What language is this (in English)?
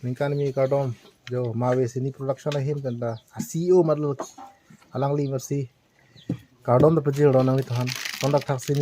Karbi